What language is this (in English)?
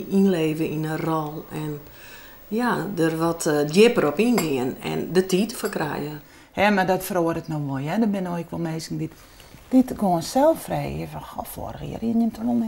Western Frisian